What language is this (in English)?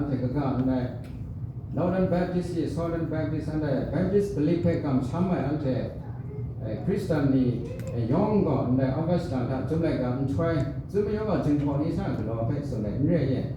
Kachin